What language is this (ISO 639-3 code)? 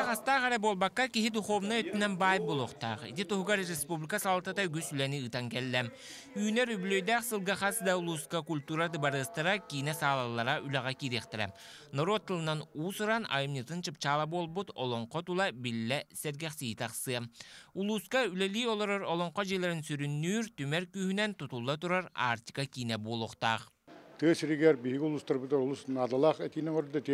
sah